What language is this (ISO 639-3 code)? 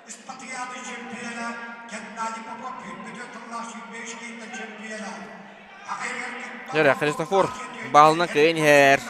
sah